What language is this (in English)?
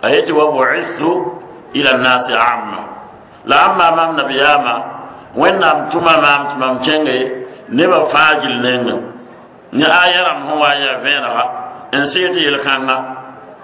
Mossi